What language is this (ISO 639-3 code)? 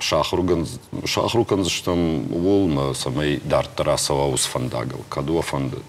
oss